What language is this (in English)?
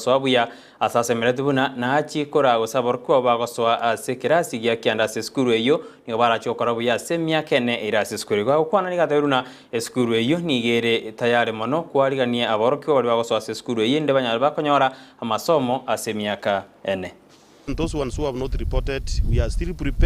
Gusii